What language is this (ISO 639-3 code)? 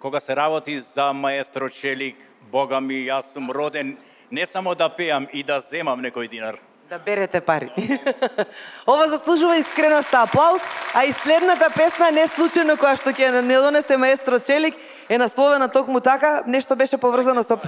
mkd